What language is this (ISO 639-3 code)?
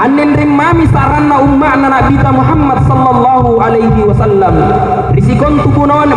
mak